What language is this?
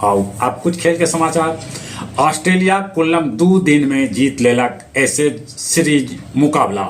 Magahi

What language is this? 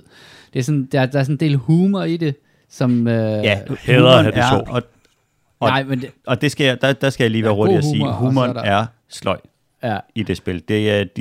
Danish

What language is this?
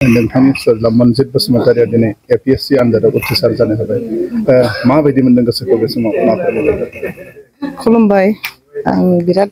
Bodo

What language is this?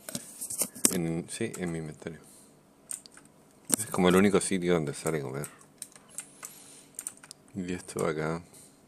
Spanish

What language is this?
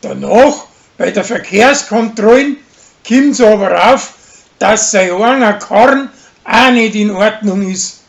Bavarian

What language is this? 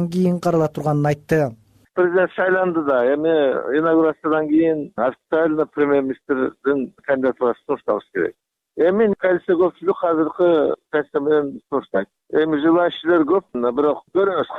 Kyrgyz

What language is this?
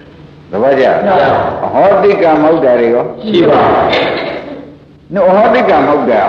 Burmese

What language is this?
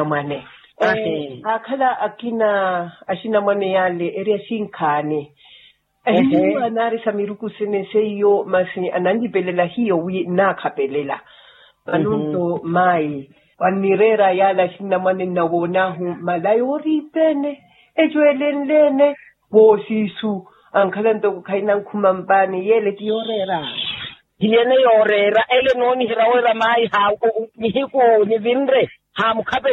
Makhuwa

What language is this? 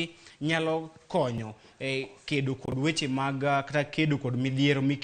Luo (Kenya and Tanzania)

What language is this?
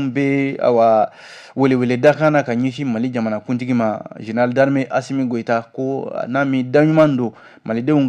Bambara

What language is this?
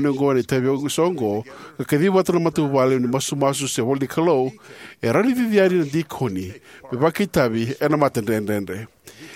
Fijian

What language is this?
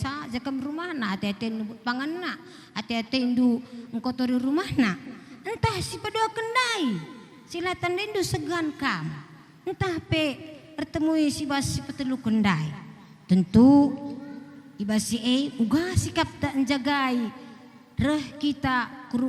Batak Karo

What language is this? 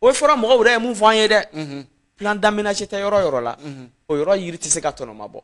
Bambara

